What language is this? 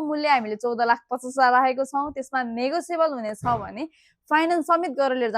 Nepali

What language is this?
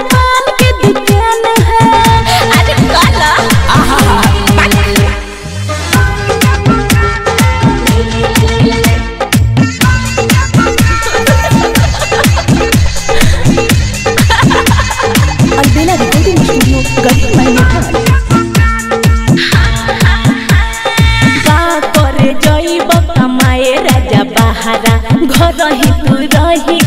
Bhojpuri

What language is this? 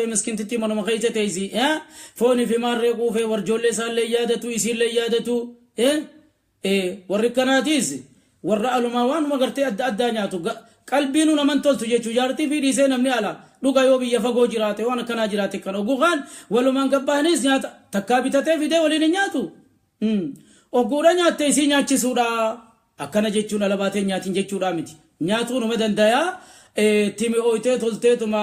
Oromo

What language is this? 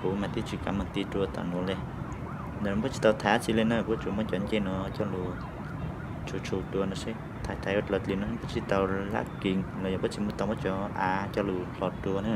Hmong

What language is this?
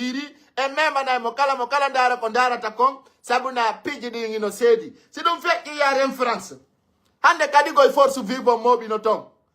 Fula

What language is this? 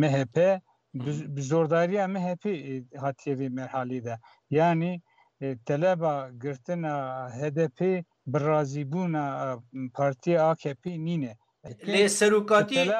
Kurdish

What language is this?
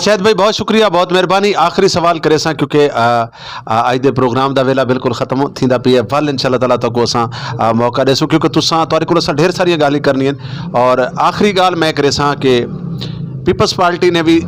Saraiki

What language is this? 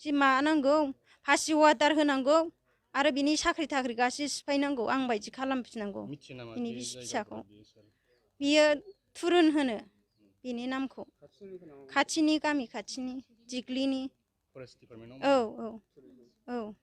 Bodo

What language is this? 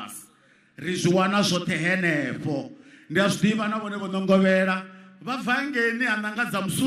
Venda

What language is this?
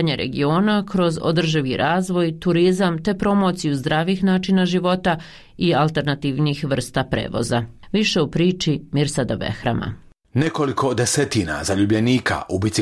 Bosnian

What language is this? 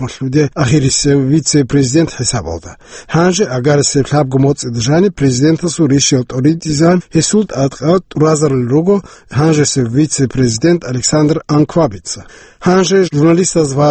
Avaric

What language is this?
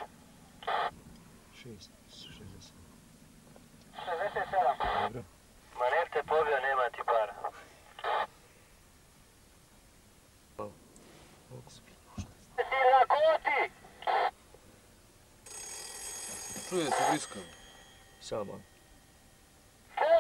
Croatian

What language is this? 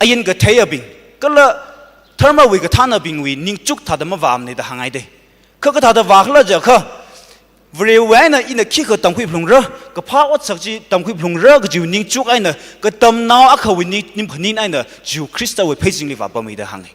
Tangkhul Naga (India)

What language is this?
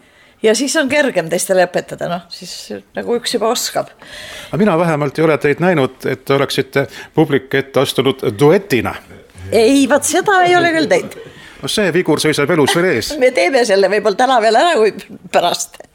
Estonian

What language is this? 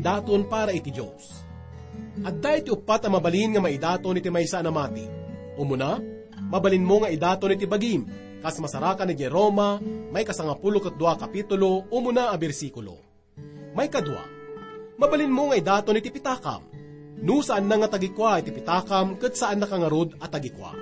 Iloko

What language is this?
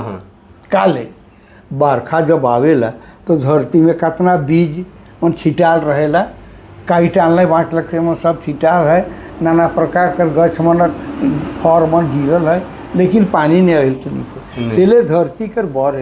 Sadri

